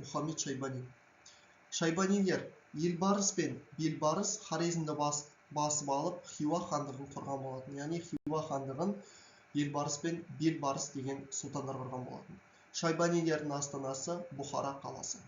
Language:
Kazakh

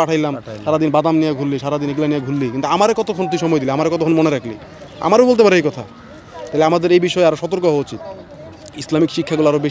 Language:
Bangla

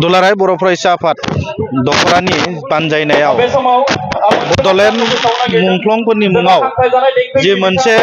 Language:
Bodo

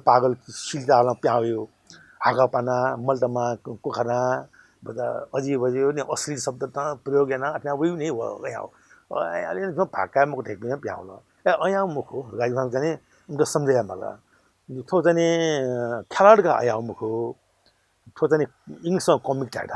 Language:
Newari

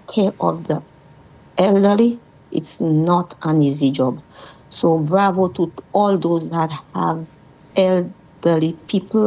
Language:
English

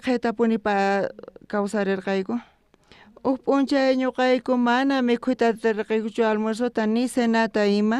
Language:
South Bolivian Quechua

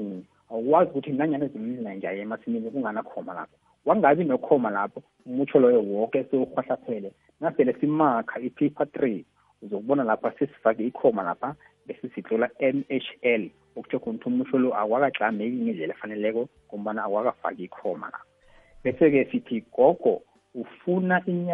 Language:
South Ndebele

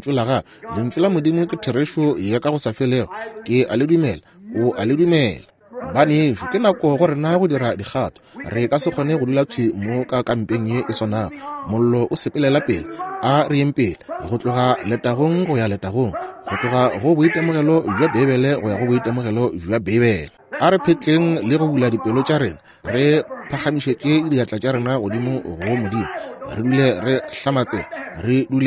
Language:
Northern Sotho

